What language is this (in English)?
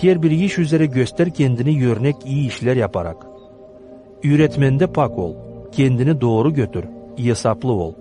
Gagauz